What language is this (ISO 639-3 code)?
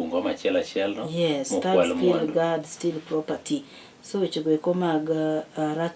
luo